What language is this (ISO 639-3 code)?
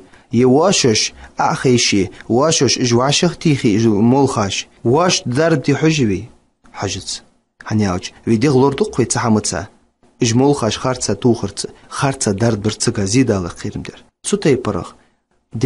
inh